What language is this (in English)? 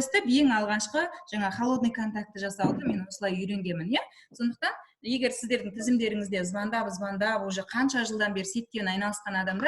Kazakh